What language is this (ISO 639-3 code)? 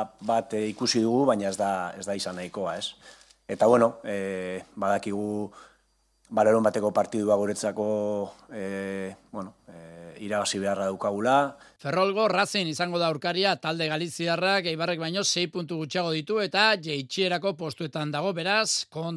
eus